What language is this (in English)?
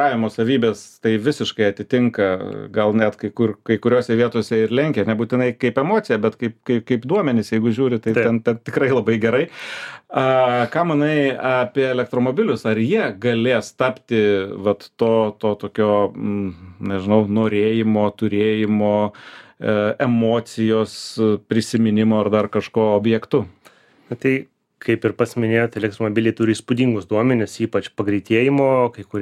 Lithuanian